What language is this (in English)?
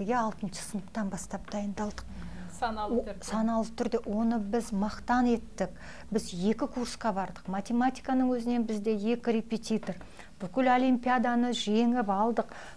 Kazakh